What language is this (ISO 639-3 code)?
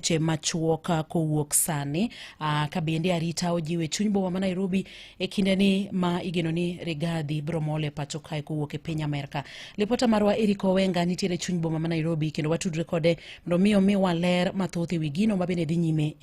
luo